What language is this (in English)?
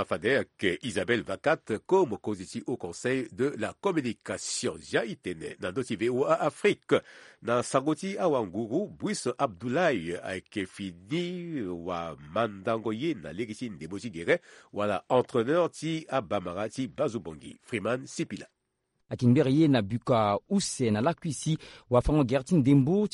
Sango